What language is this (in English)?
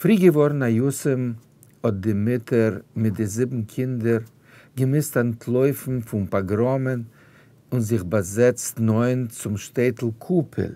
Yiddish